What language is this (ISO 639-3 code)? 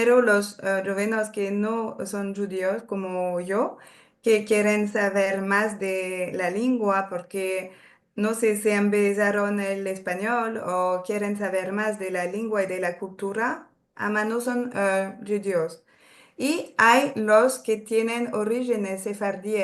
lad